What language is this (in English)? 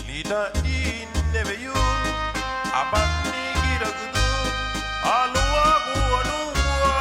Garifuna